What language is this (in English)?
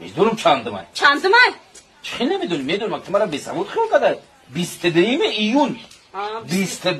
Tajik